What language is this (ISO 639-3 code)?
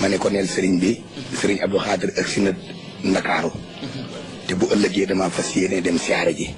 wol